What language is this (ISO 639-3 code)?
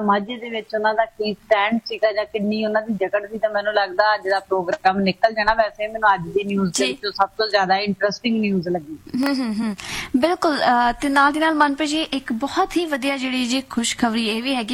pan